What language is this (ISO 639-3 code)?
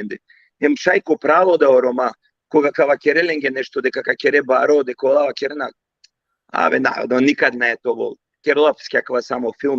rmn